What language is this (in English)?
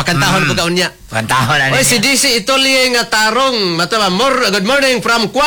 Cebuano